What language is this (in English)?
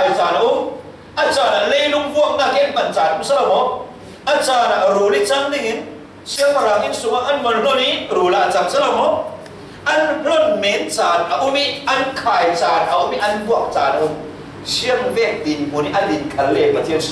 Falam Chin